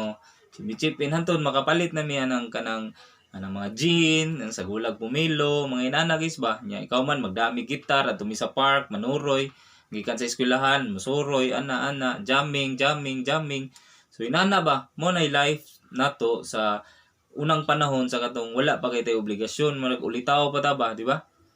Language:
Cebuano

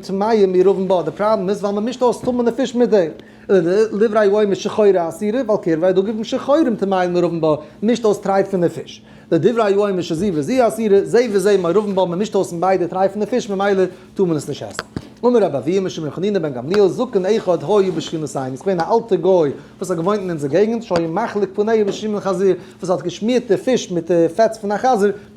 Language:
Yiddish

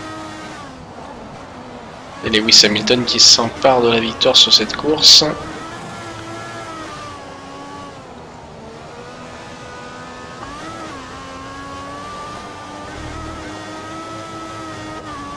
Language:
French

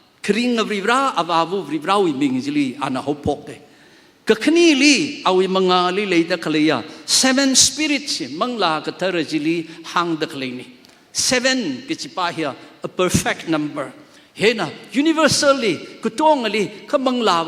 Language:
Tangkhul Naga (India)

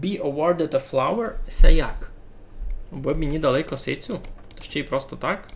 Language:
Rusyn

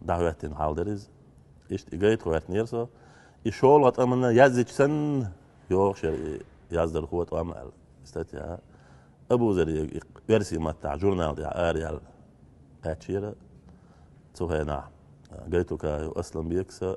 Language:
Chechen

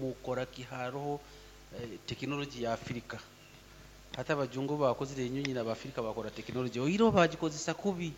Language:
Nyankole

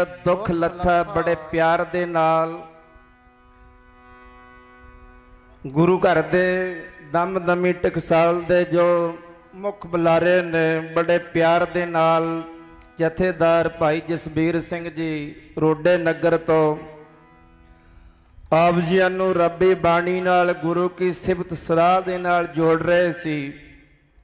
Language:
Punjabi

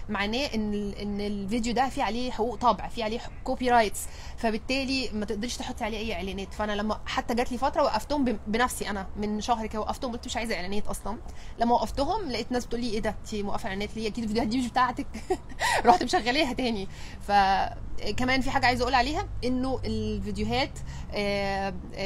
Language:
Egyptian Arabic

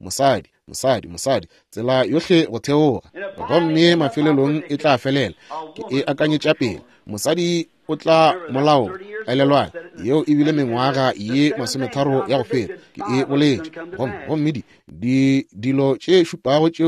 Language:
Northern Sotho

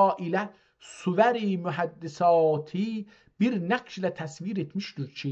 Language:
South Azerbaijani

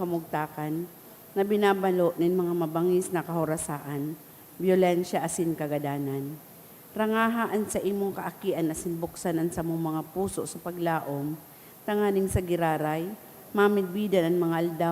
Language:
Bikol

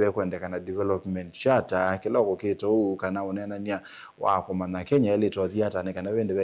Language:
Kamba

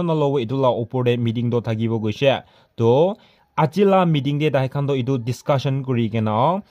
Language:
Naga Pidgin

